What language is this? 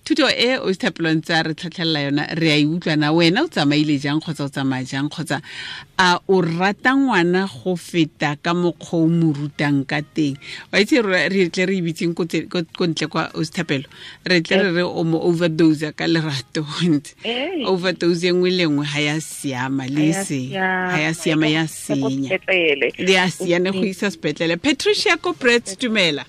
Tswana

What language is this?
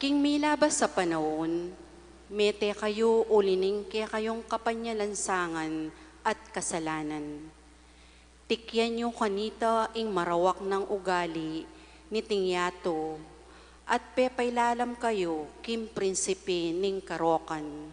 Pampanga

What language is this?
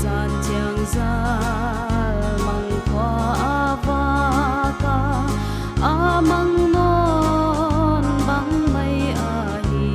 Paite Chin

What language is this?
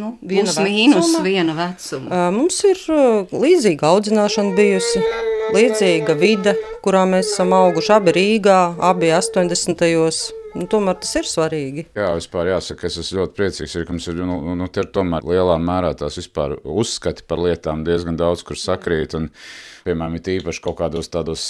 Latvian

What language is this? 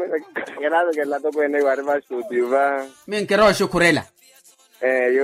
Makhuwa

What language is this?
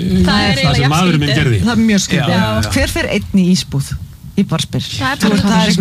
Icelandic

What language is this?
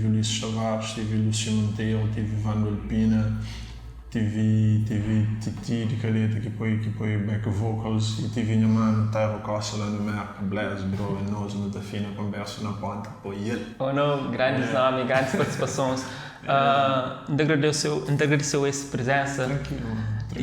Kabuverdianu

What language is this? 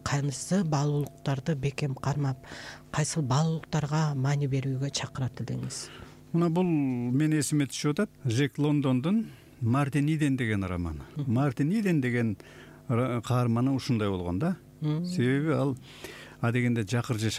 Kyrgyz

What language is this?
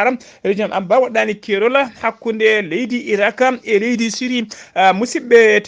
Fula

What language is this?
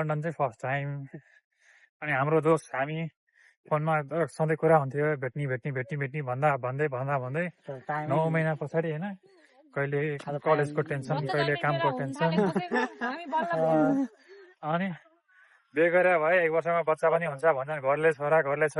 Nepali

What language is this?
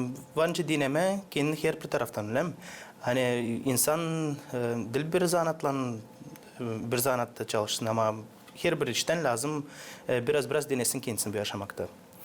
Gagauz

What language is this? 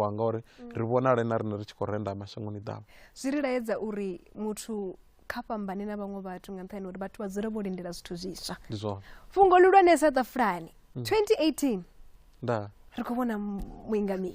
Venda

